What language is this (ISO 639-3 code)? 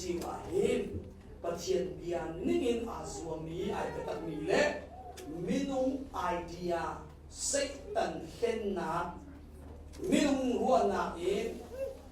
cnh